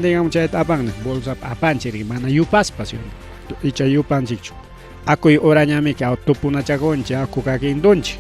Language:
Ayacucho Quechua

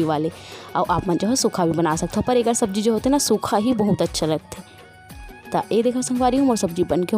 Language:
Chhattisgarhi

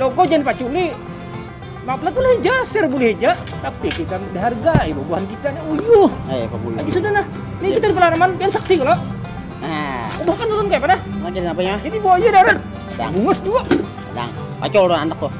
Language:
Banjar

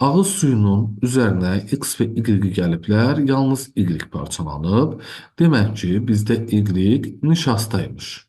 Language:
Azerbaijani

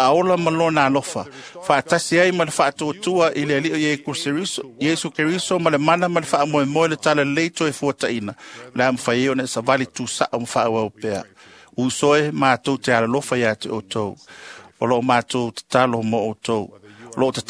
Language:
Samoan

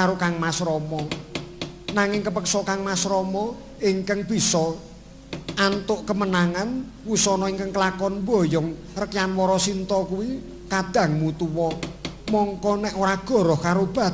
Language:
Javanese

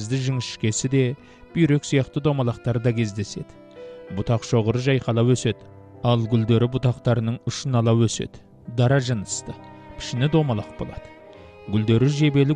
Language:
Kazakh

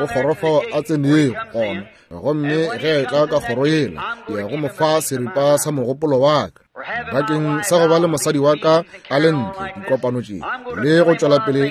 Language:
Northern Sotho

